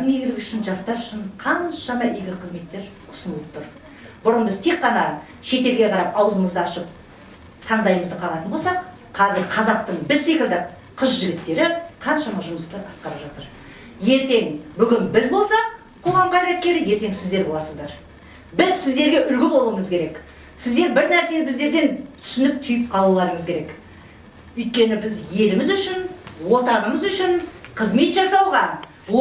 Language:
Kazakh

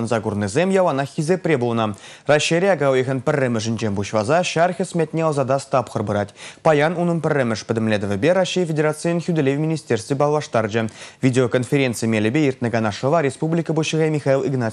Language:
Chuvash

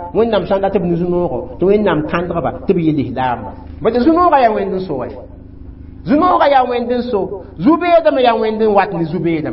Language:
Mossi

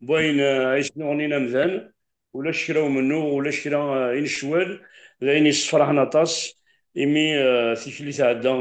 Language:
Kabyle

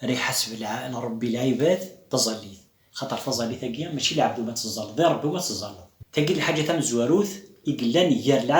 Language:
Kabyle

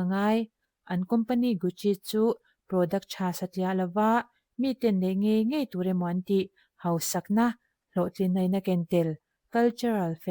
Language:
Mizo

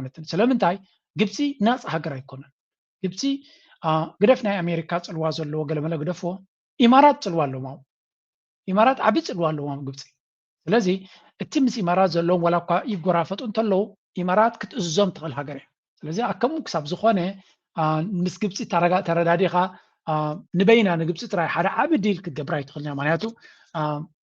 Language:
Tigrinya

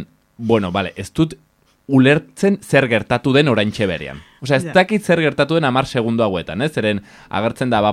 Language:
Basque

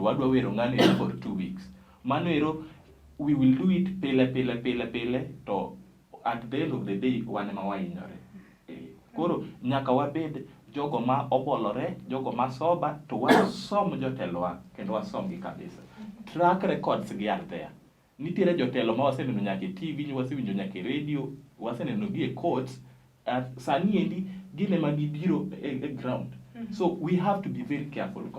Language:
Luo (Kenya and Tanzania)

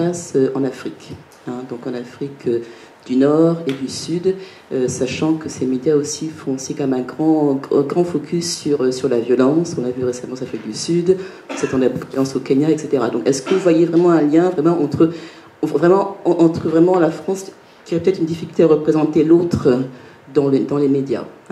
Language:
French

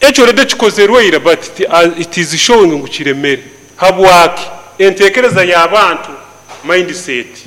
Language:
Nyoro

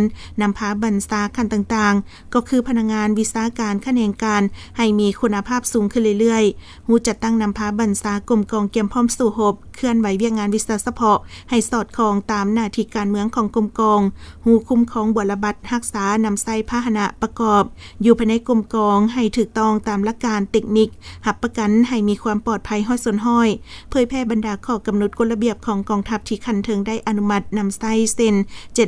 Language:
Lao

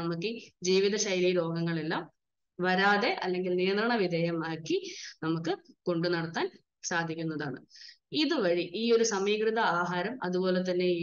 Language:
Malayalam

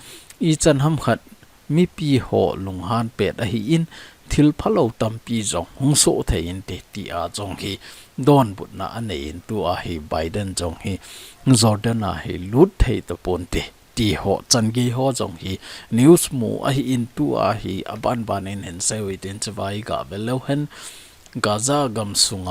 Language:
Thado Chin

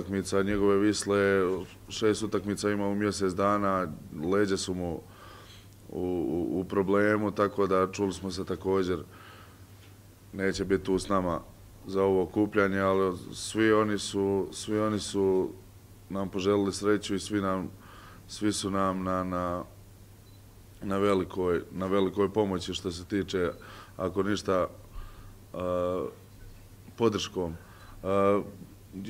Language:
Bosnian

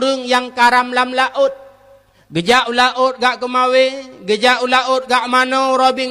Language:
Achinese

